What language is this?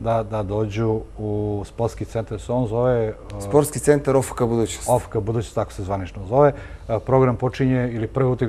Serbian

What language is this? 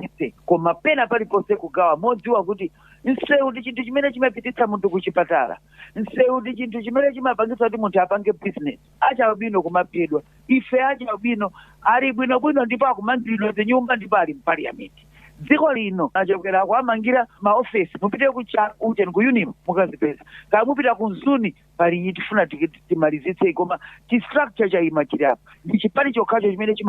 Nyanja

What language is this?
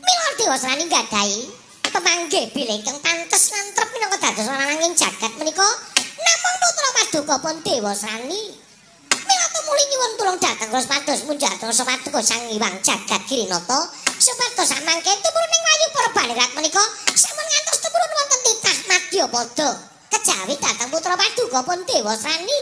Javanese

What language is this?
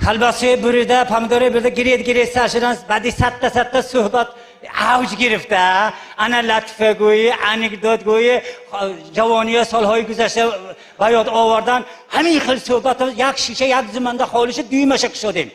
Tajik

